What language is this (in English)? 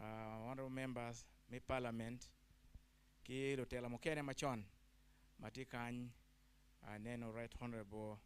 Acoli